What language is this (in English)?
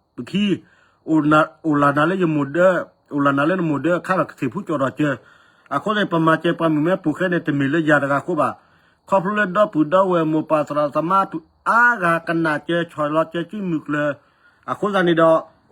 S'gaw Karen